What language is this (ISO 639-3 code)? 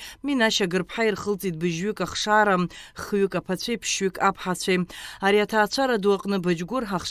abk